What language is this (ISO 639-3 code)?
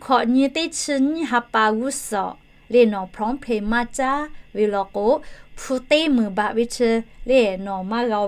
lhu